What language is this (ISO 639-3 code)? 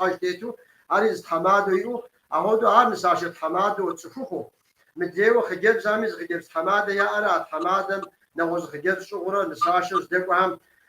kbd